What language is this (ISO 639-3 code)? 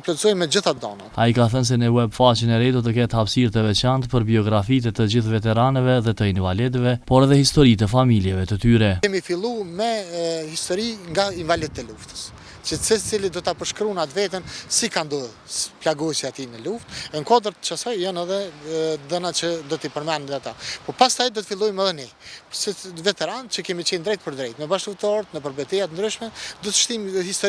sqi